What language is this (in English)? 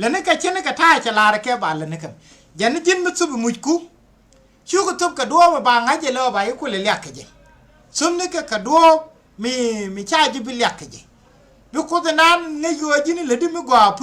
Nuer